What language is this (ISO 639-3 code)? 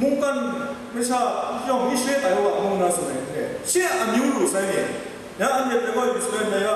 kac